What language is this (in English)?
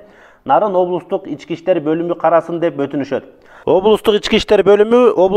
Kyrgyz